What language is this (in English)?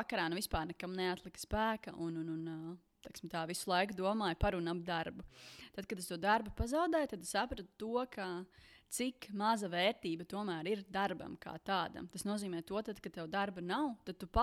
Latvian